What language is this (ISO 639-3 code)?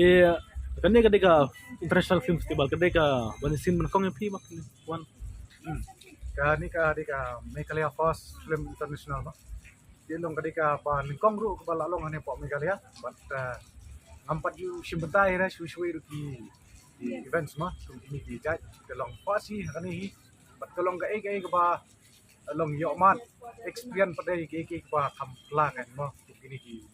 kha